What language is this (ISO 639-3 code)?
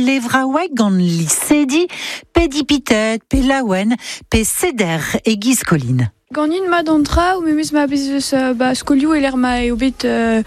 bre